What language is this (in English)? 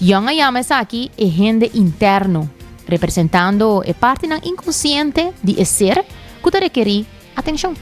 Papiamento